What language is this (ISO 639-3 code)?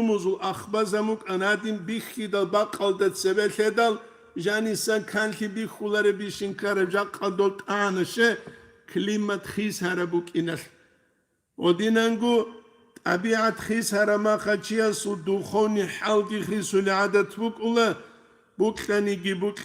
ava